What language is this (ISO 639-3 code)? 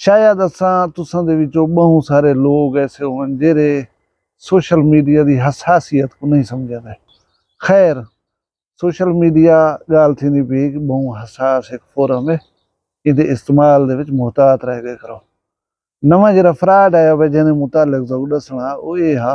skr